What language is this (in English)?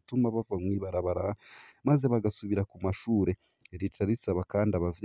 Rundi